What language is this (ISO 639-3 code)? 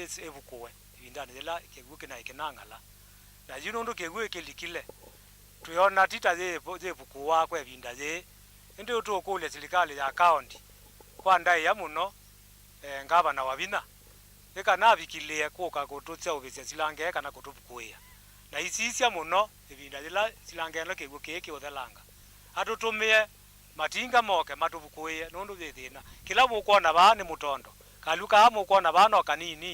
kam